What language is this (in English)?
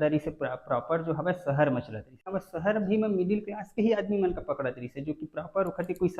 Chhattisgarhi